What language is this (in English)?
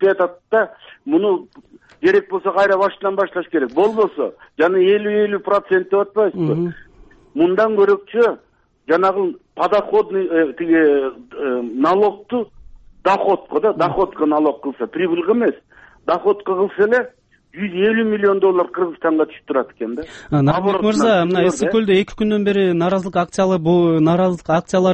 Kyrgyz